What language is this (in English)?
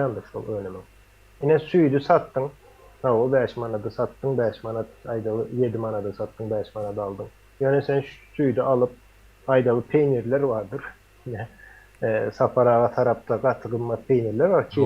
Turkmen